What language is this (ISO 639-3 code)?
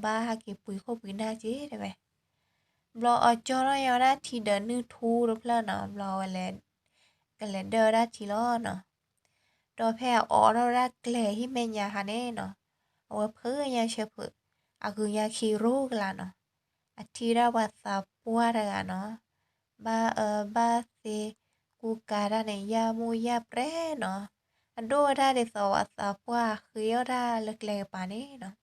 ksw